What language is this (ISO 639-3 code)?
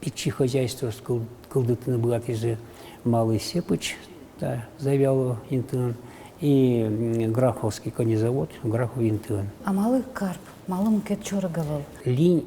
udm